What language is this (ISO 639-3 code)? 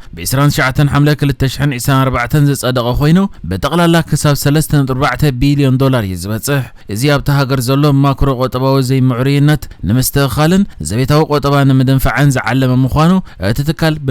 tir